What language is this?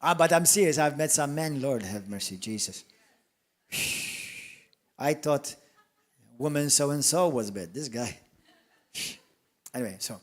English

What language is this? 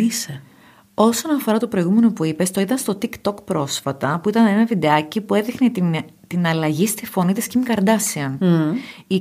Greek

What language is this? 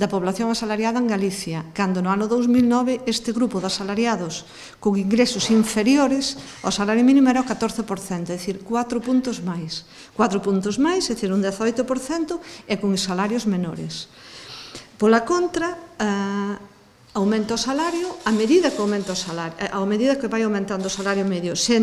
Galician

